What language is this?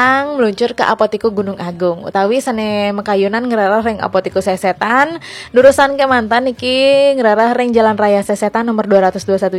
Balinese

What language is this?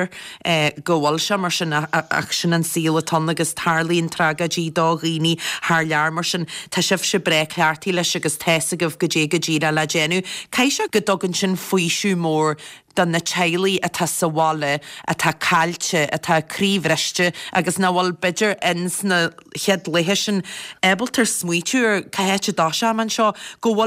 Irish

